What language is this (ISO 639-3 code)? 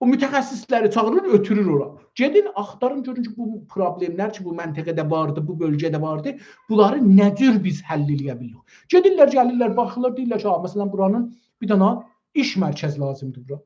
azb